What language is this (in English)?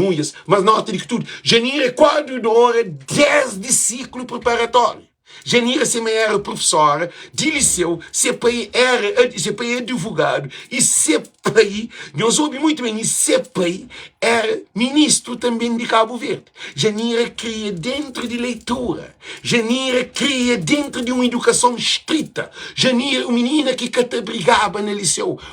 Kabuverdianu